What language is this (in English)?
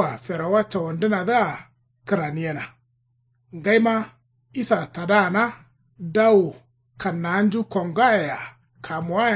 Kanuri